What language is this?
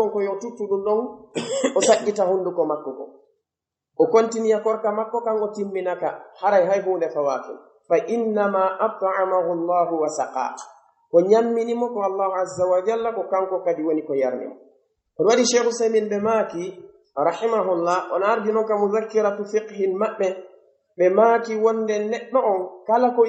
Pular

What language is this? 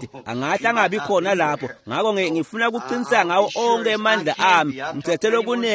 Swati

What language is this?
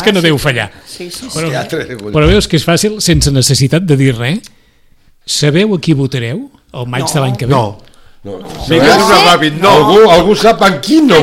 Catalan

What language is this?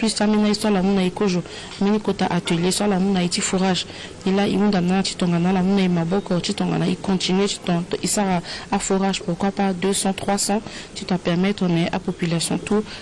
Sango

